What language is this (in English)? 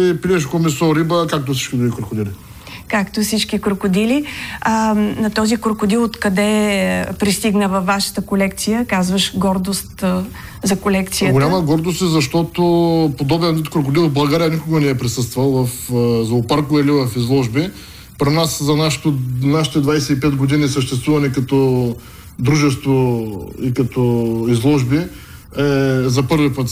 Bulgarian